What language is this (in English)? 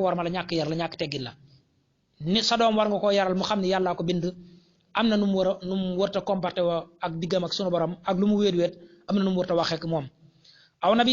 Wolof